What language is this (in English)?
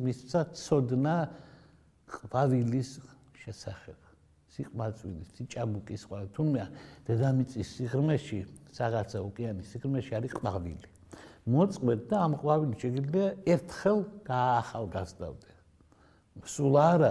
Georgian